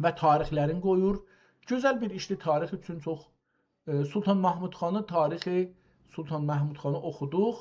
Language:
South Azerbaijani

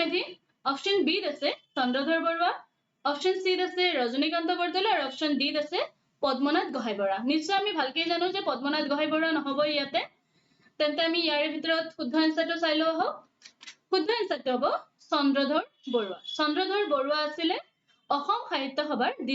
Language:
Assamese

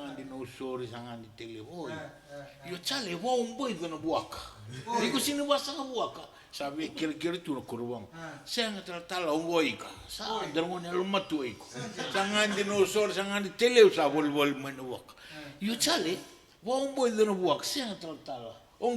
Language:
Fijian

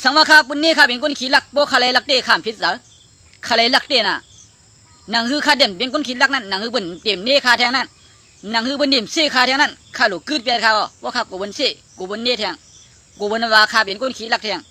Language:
Shan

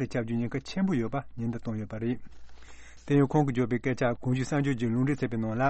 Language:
Tibetan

